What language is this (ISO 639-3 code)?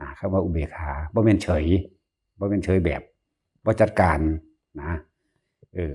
tts